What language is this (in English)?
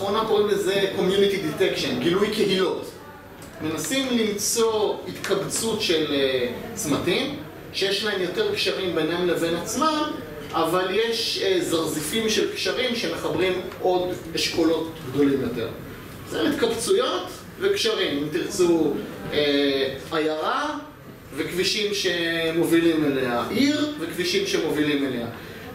Hebrew